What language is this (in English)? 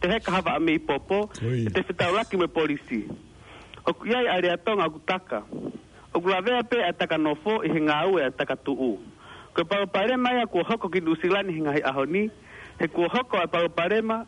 Tongan